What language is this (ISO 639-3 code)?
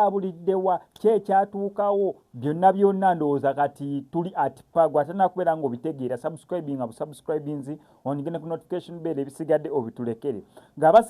lug